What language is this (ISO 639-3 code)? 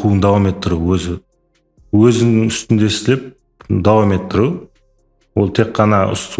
kaa